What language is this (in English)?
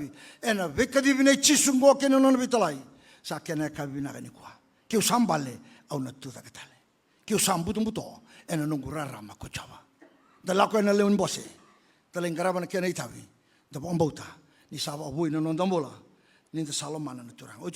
Fijian